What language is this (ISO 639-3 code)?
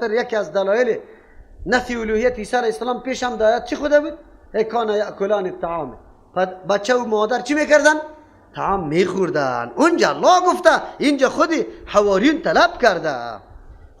fas